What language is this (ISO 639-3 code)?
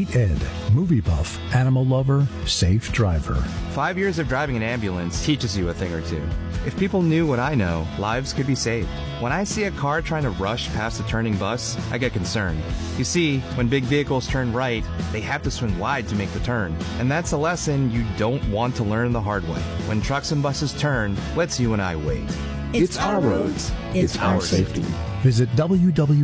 eng